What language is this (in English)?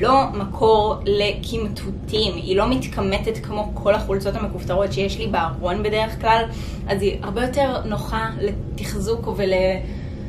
Hebrew